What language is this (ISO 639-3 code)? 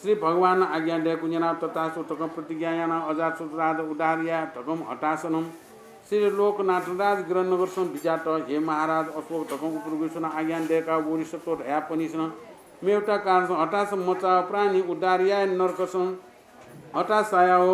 new